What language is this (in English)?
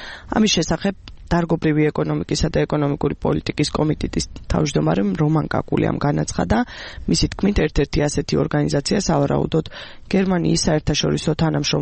Georgian